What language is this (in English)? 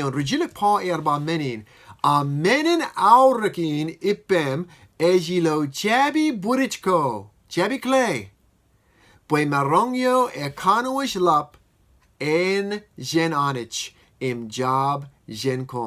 Marshallese